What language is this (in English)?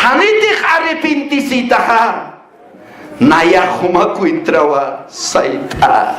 Aymara